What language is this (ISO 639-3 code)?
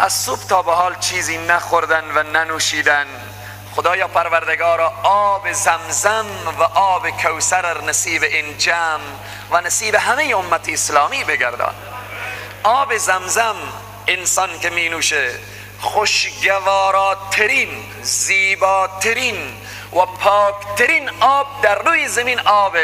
fas